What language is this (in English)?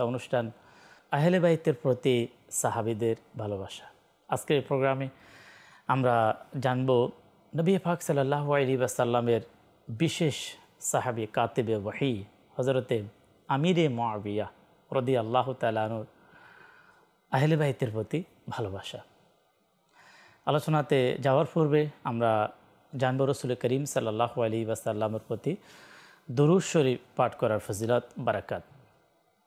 Bangla